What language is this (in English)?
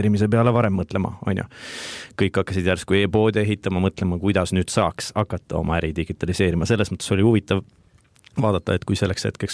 Estonian